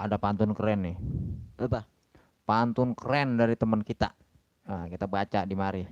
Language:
Betawi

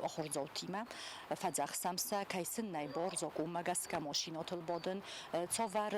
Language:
Ossetic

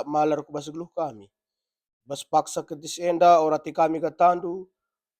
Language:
Batak Karo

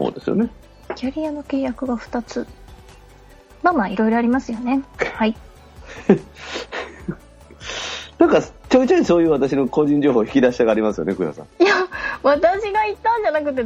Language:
Japanese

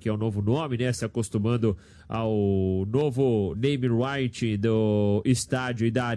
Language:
Portuguese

